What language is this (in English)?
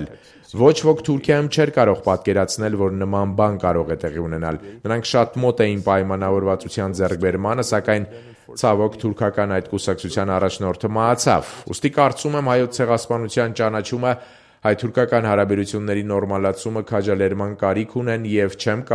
Armenian